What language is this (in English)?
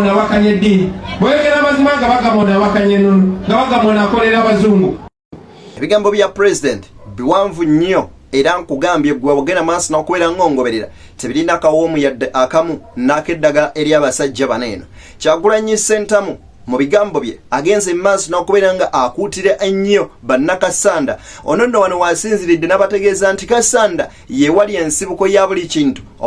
Ganda